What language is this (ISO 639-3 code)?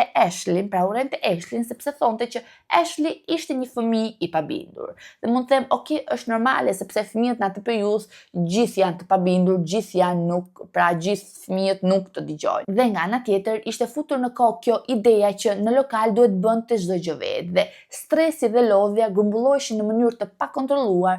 sqi